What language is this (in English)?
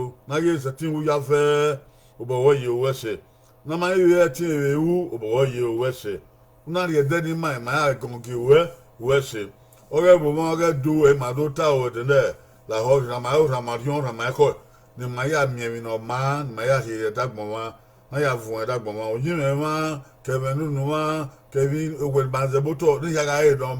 Bini